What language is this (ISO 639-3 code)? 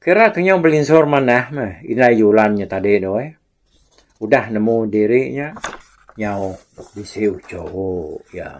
iba